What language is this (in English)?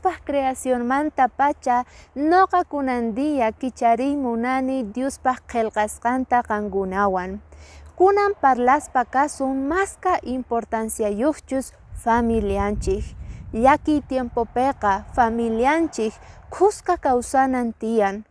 Quechua